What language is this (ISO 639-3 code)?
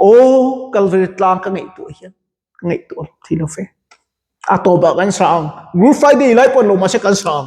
lus